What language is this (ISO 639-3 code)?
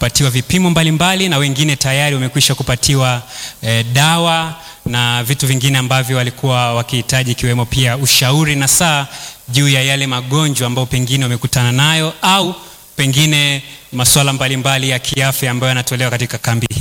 swa